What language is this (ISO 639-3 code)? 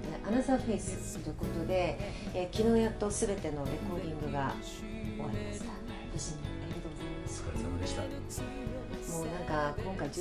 jpn